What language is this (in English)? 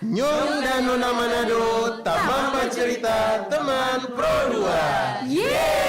Manado Malay